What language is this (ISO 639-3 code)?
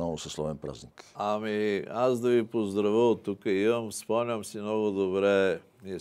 bul